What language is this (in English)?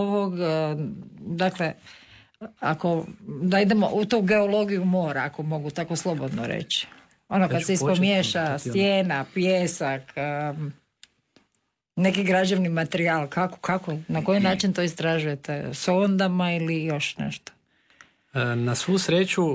Croatian